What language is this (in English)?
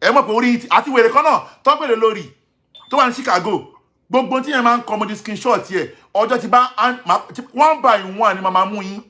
Yoruba